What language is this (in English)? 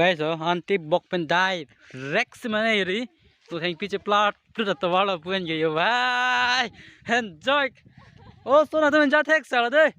Karbi